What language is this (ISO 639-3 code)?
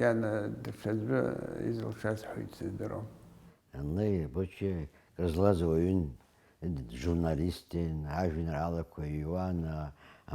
abk